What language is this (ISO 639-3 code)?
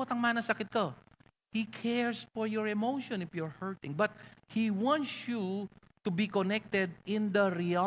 pam